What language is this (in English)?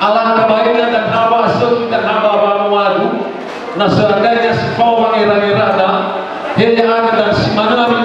Nias